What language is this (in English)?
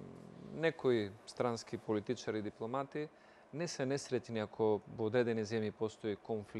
Macedonian